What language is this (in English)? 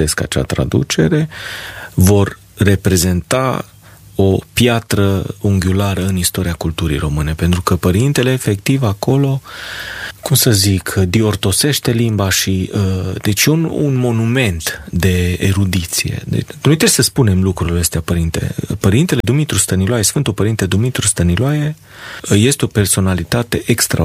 Romanian